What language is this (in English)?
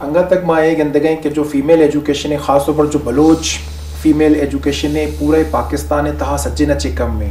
Eastern Balochi